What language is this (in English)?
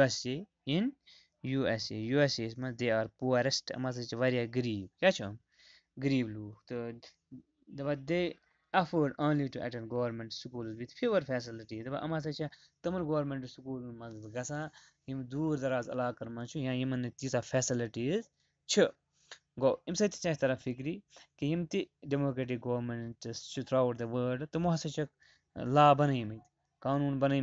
Kashmiri